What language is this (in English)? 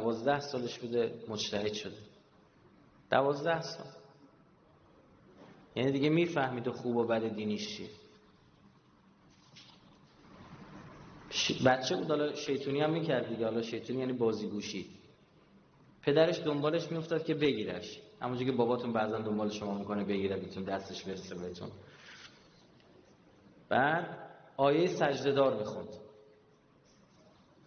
Persian